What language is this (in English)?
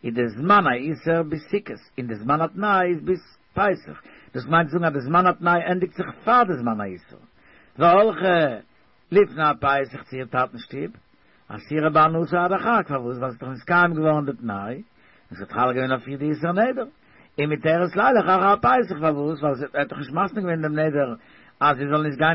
Yiddish